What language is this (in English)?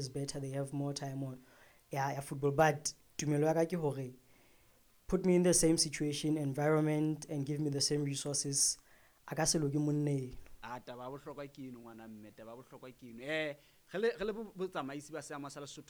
Southern Sotho